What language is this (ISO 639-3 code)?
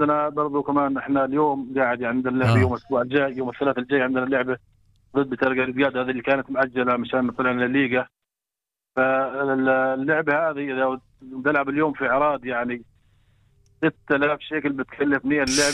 apc